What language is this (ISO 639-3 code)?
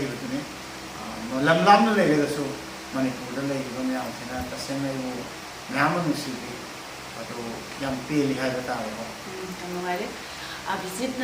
mni